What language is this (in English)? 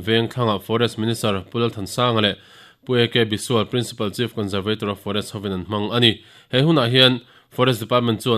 Mizo